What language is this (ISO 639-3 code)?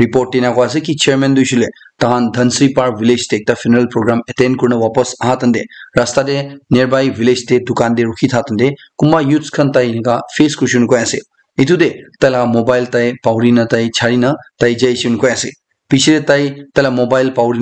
nag